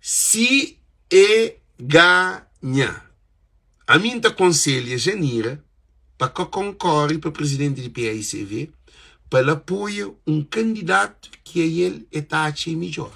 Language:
Kabuverdianu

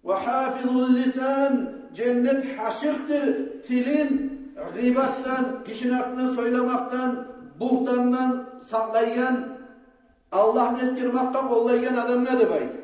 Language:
Kumyk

